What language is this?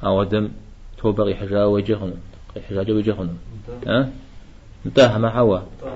Kabardian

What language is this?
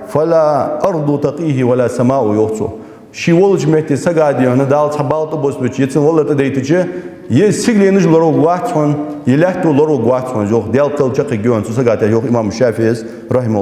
Ingush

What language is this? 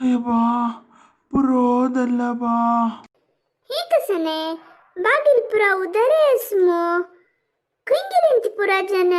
Konkani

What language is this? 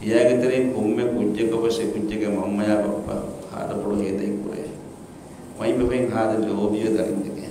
Divehi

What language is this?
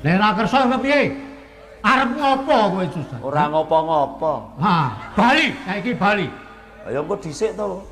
Javanese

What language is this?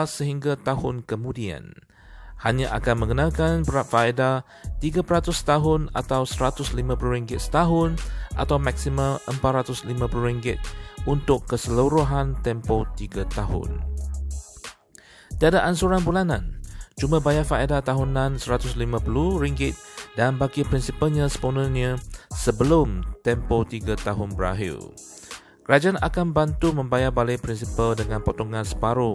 Malay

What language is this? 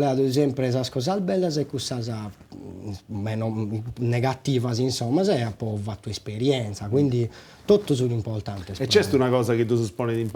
Sardinian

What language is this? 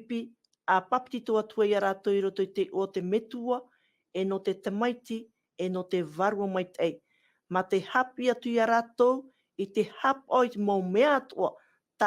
Tahitian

